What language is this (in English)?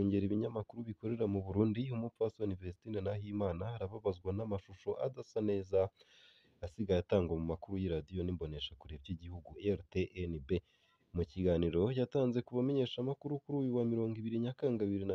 Rundi